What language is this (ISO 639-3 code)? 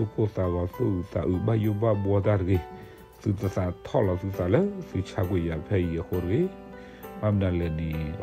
ksw